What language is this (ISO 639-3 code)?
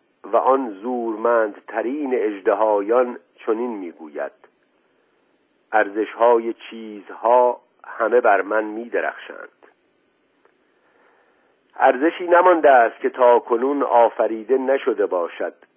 fas